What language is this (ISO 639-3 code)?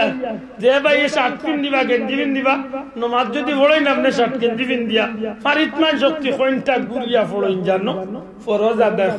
syl